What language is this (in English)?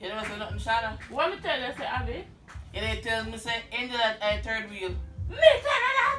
Jamaican Creole English